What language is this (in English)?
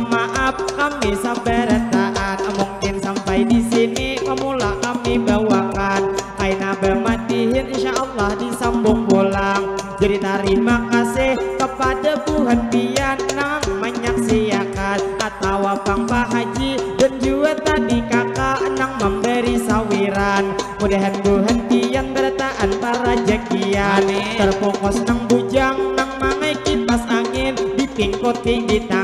Banjar